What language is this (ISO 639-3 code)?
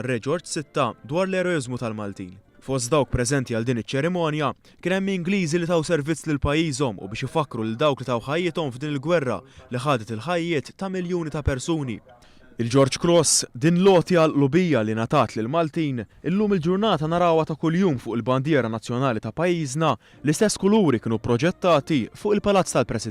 mlt